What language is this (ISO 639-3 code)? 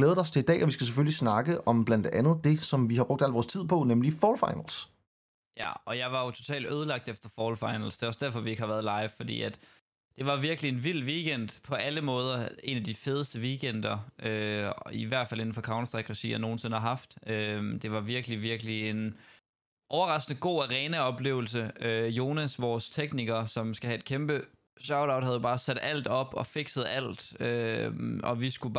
dan